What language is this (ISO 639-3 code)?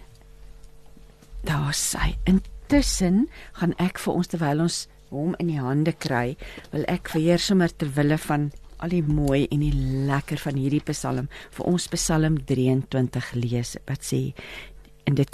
afr